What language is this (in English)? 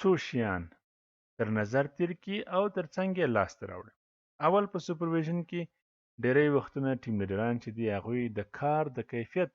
Pashto